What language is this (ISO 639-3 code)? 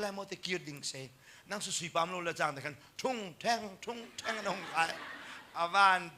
cnh